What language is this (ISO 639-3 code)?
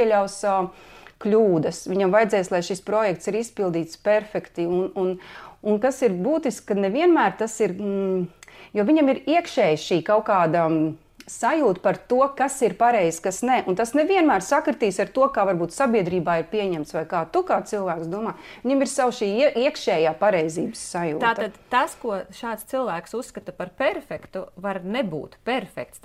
lav